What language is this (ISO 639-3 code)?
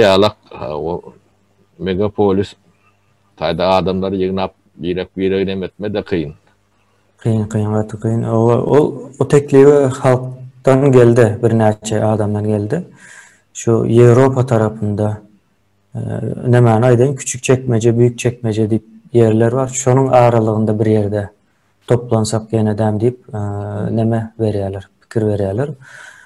tuk